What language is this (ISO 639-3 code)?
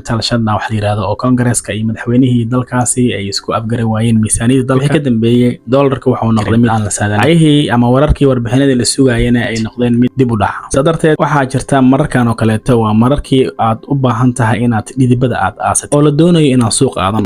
som